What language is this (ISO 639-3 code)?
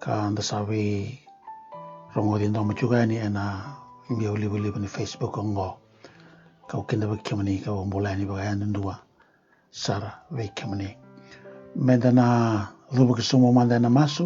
fij